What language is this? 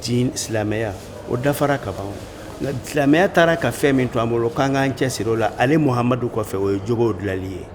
Bambara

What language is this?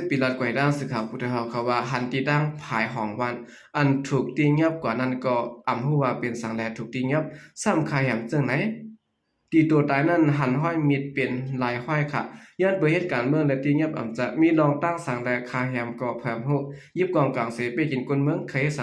Shan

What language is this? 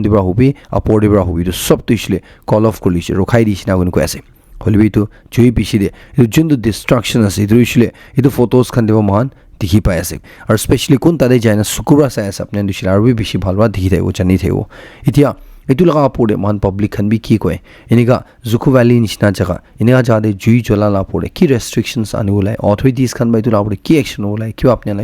Naga Pidgin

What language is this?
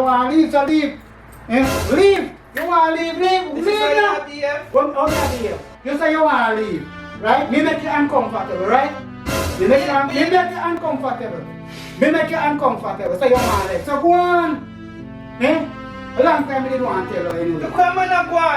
Jamaican Creole English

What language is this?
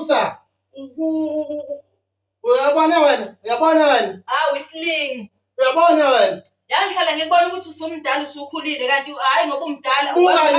Zulu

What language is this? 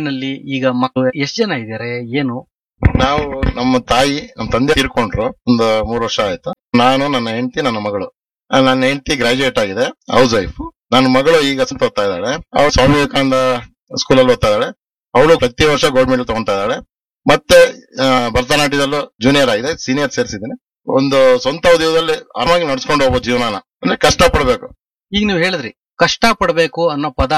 Kannada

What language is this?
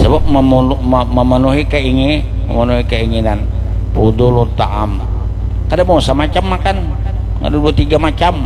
Banjar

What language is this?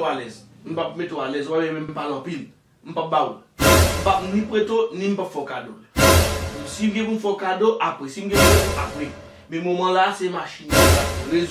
Haitian Creole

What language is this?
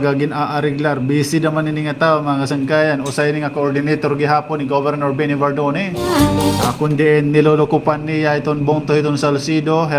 Waray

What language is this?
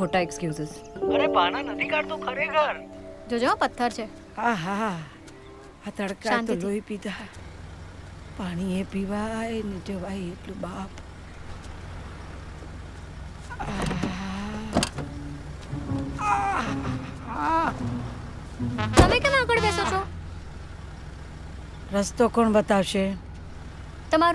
Gujarati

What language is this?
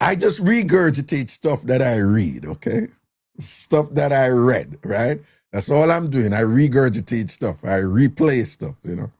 Jamaican Creole English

